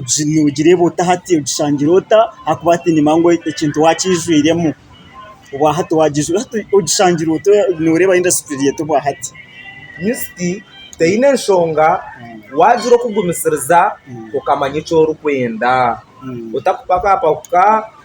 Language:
Nyankole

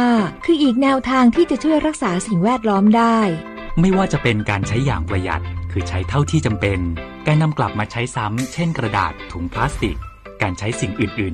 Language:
Thai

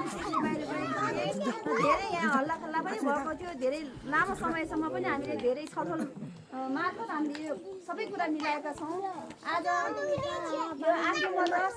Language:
Nepali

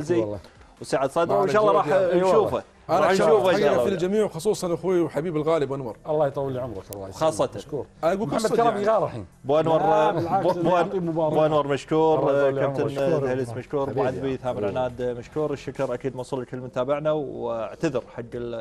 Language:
Gulf Arabic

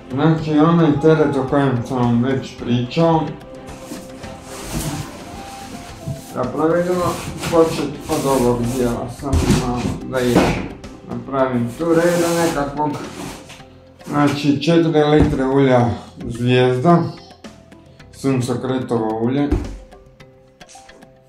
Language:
Croatian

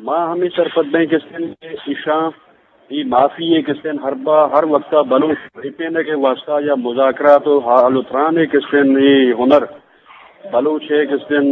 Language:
Eastern Balochi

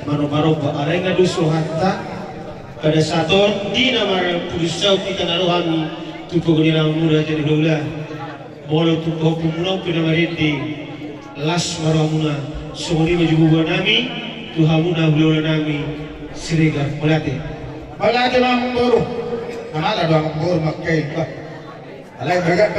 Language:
Batak Toba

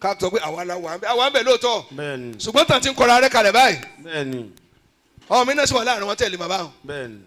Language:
Yoruba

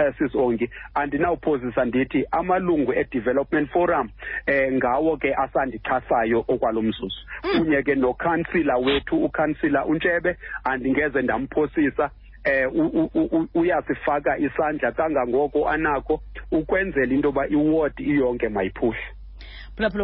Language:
Xhosa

